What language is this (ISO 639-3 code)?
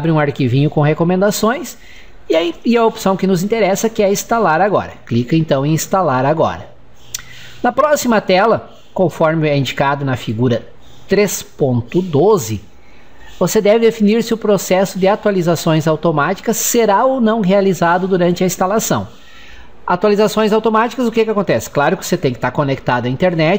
por